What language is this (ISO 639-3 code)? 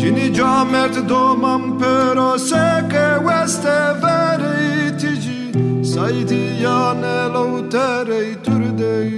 zza